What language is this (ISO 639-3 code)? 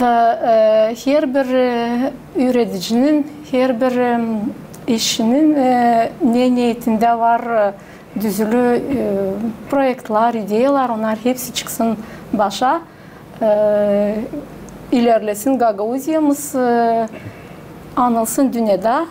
gag